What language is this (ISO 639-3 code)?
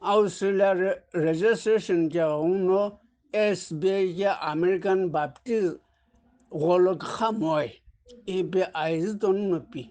nsm